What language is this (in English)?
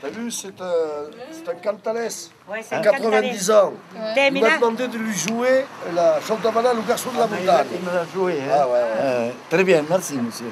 Occitan